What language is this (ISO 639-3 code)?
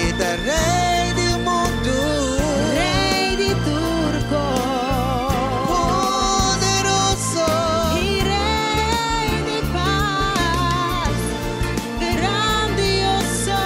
pap